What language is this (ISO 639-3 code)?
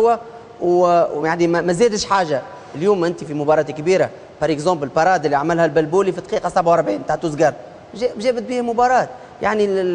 aeb